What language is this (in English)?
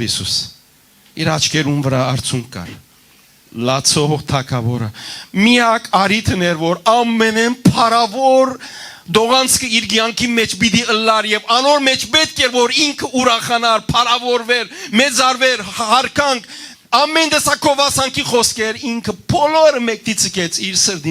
Western Armenian